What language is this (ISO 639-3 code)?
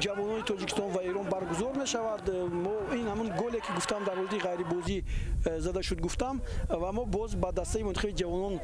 tgk